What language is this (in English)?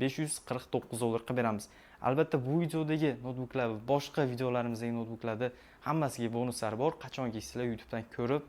Uzbek